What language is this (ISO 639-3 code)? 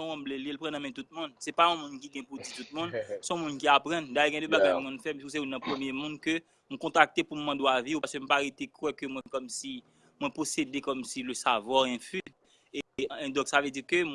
hat